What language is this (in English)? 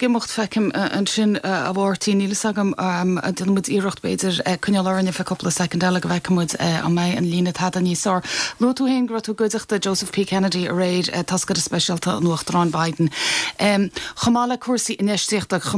Irish